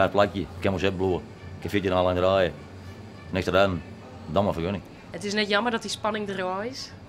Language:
Western Frisian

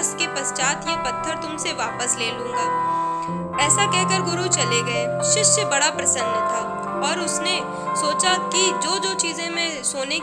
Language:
Hindi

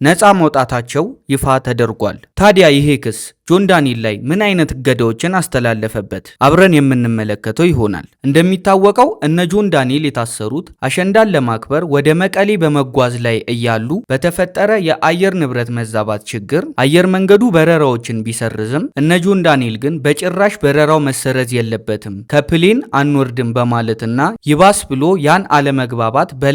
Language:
Amharic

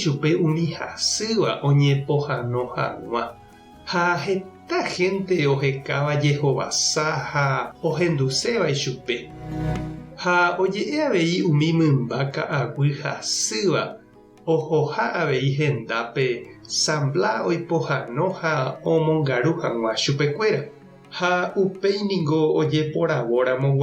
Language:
Guarani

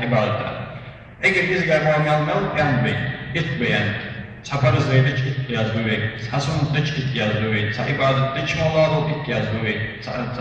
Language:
Ingush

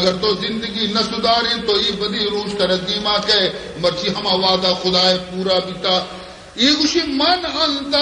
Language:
Baluchi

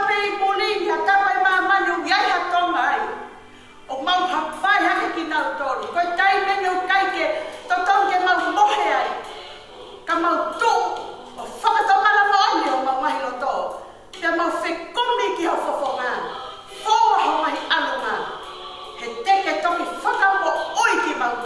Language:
Tongan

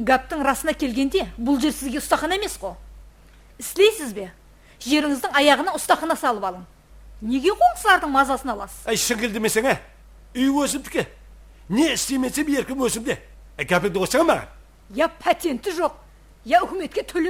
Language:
Kara-Kalpak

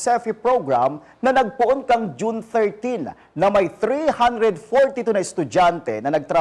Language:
Bikol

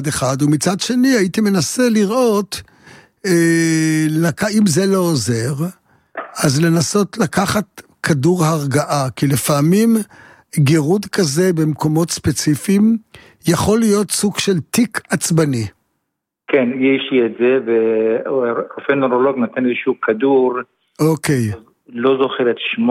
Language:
Hebrew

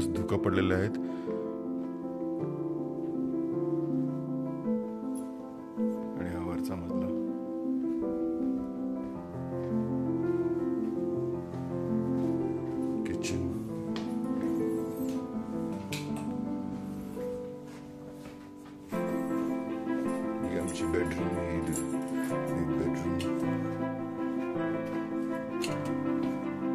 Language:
Marathi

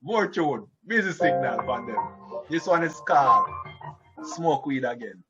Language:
Jamaican Creole English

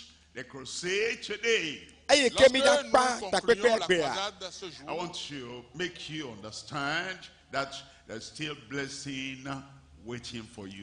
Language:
Ewe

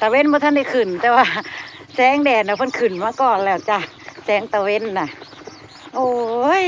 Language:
Northeastern Thai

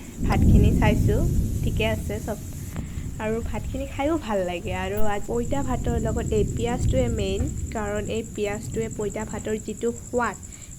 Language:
Assamese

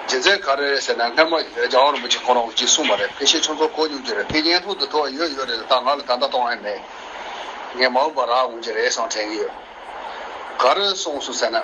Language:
Tibetan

